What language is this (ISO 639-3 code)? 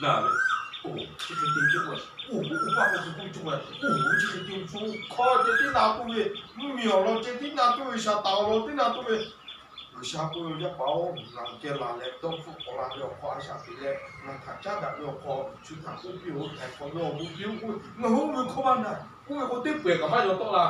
lhu